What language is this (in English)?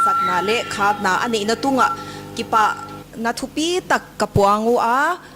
Paite Chin